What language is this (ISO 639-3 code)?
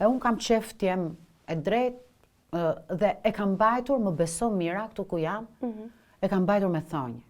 sqi